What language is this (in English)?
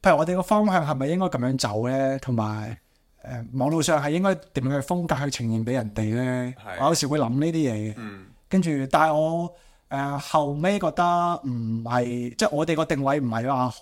Cantonese